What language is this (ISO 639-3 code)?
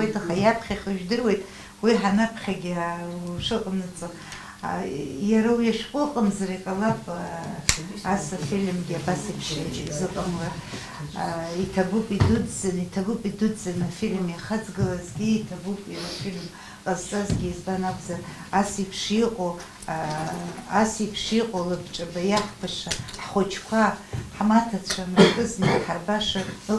abk